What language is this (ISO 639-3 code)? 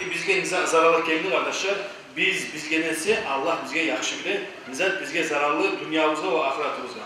kum